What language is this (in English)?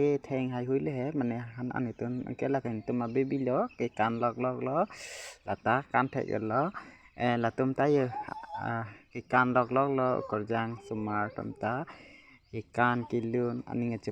Karbi